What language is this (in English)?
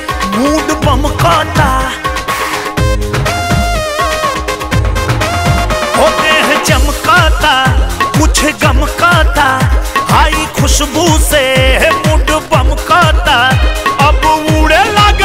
Bhojpuri